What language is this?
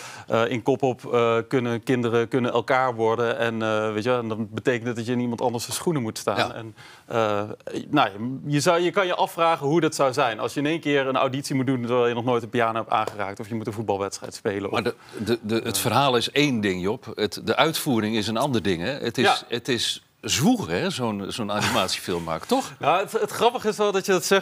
Dutch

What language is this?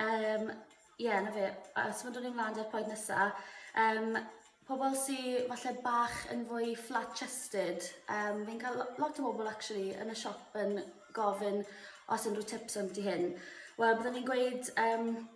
Welsh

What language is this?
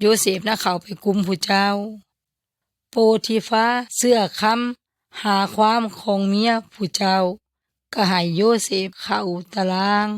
Yoy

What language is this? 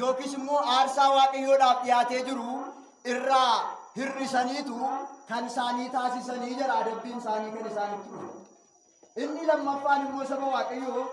Oromo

